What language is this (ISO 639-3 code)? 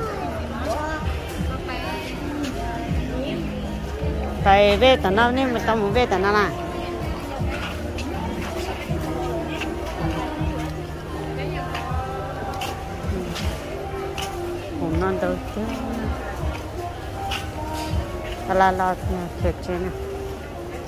vie